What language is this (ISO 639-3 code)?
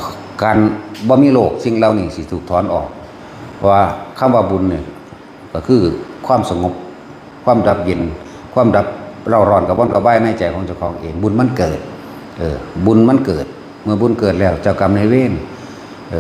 tts